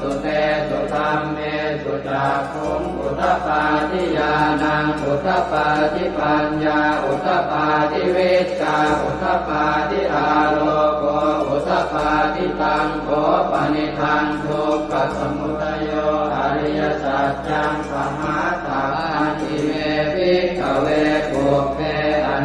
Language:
Pali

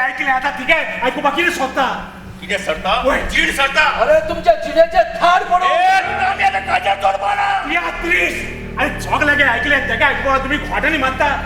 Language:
Konkani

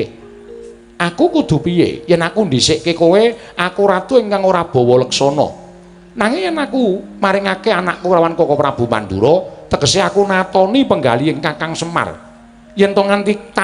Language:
Javanese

